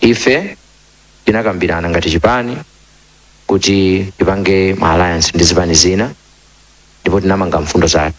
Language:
Nyanja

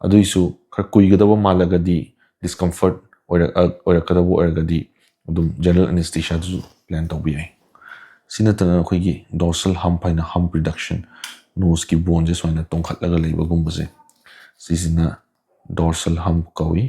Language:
Manipuri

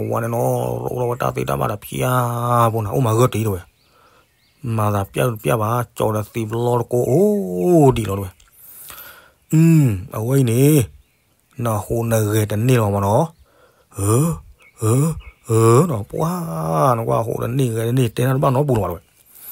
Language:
S'gaw Karen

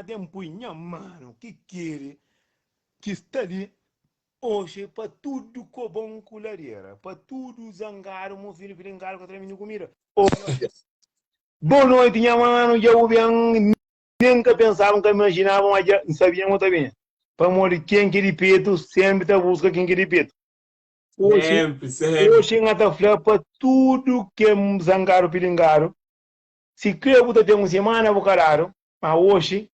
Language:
Kabuverdianu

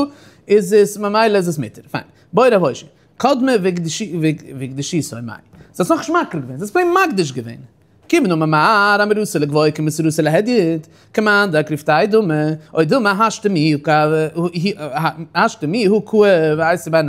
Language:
Yiddish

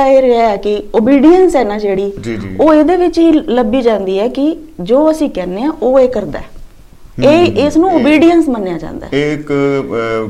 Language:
Punjabi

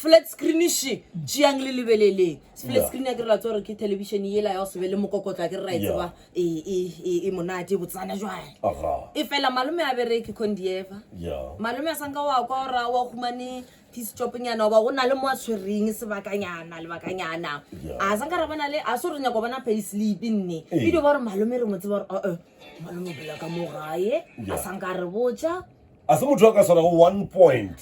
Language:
Northern Sotho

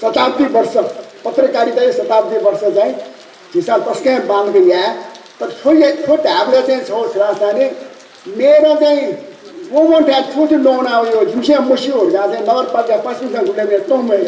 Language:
Newari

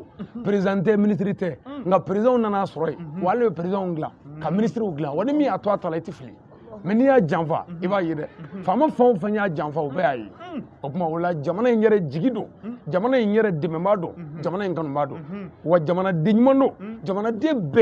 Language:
Bambara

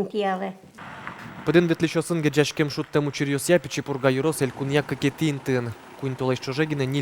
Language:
Udmurt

